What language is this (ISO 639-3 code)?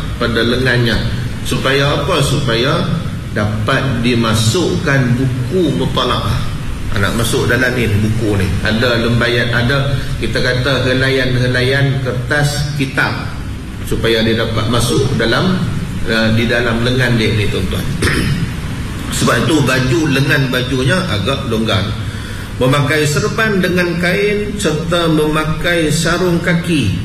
msa